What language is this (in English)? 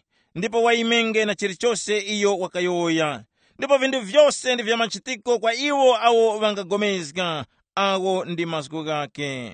Tumbuka